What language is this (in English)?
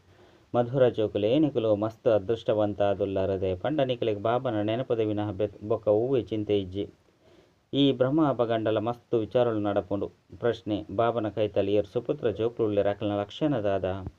Tulu